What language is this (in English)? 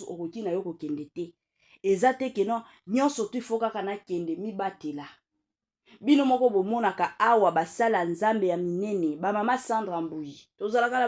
Lingala